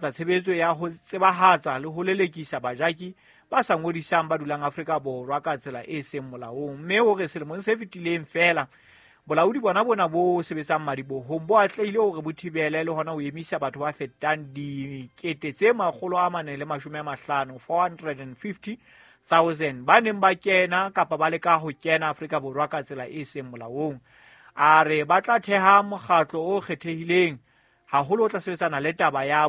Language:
Southern Sotho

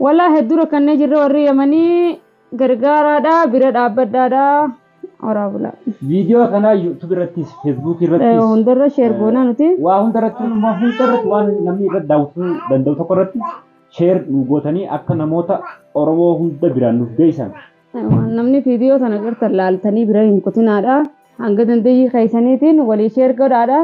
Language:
Oromo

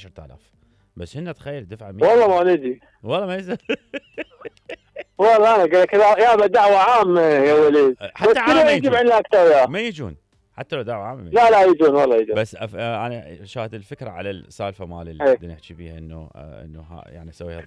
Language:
Mesopotamian Arabic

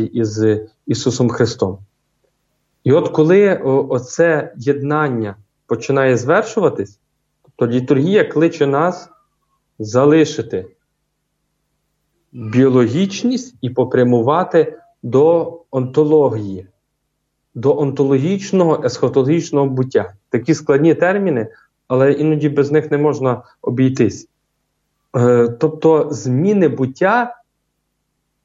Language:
Ukrainian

